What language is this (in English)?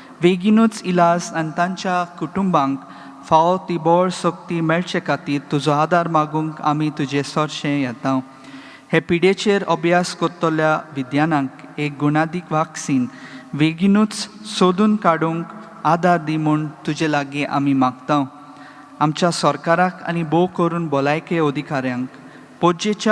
Konkani